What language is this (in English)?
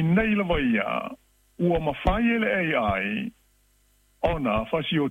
Samoan